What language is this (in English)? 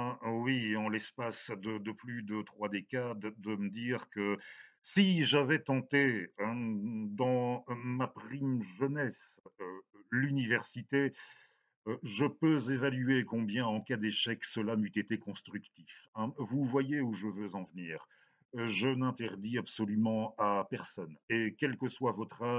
French